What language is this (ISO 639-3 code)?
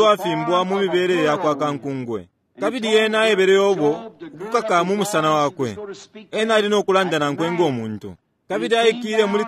bem